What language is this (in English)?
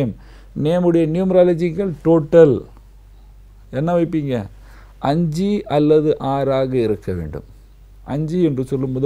Tamil